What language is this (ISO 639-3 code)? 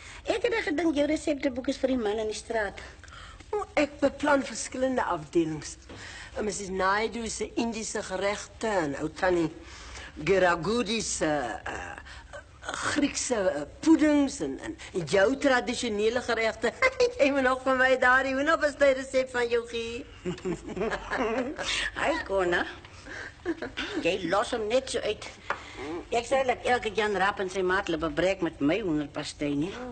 afr